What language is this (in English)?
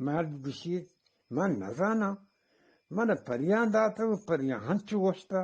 Eastern Balochi